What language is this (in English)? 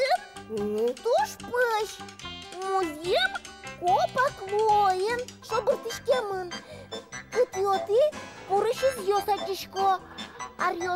Udmurt